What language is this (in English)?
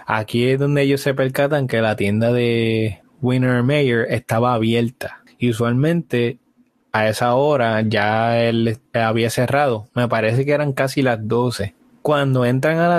Spanish